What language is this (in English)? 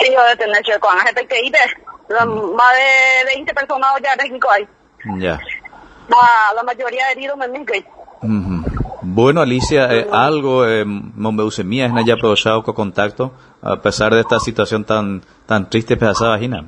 Guarani